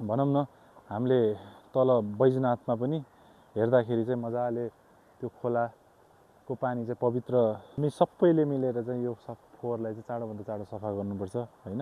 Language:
Nepali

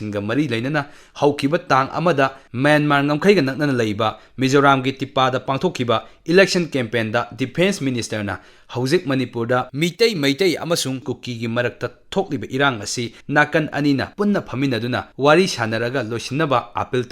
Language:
Manipuri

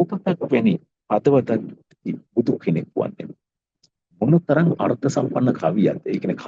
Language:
Sinhala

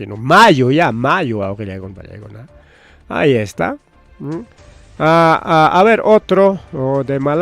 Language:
Ayacucho Quechua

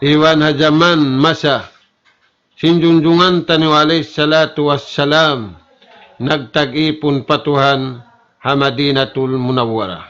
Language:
Tausug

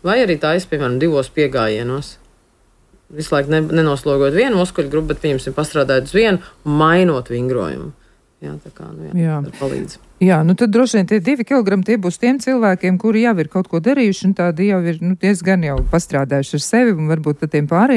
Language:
Latvian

